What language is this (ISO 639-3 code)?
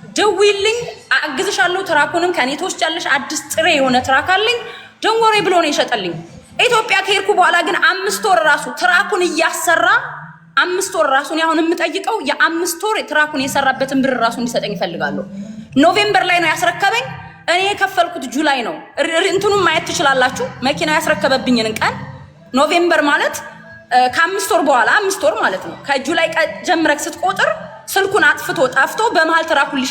amh